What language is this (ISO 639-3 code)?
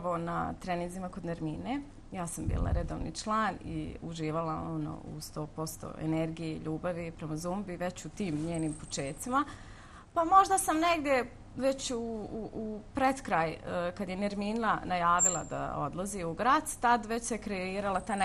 bos